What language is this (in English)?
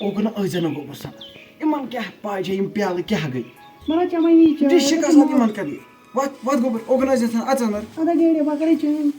Kashmiri